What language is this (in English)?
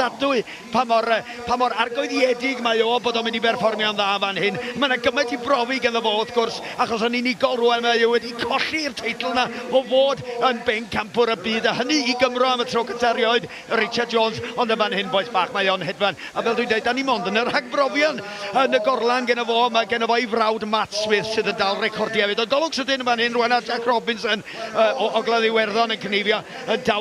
Welsh